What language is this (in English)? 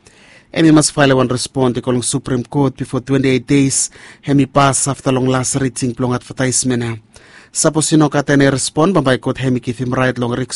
Bislama